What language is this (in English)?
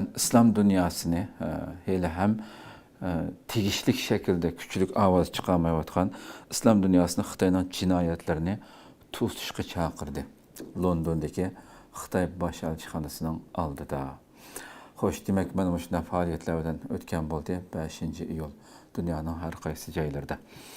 Uyghur